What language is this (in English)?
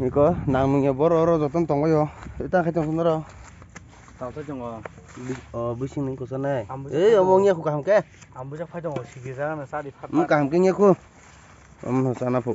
Kok Borok